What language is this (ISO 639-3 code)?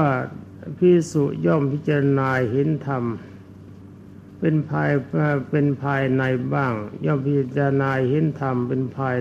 tha